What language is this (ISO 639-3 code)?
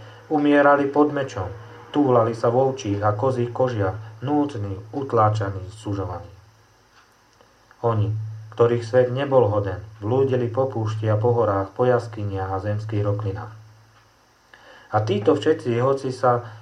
slk